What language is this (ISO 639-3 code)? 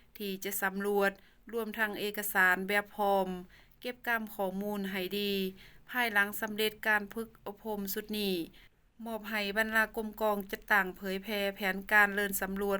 lao